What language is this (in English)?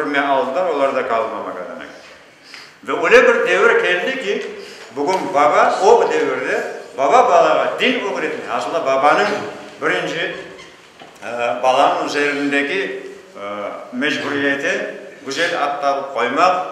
Crimean Tatar